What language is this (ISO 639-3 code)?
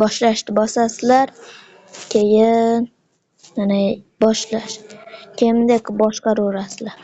uzb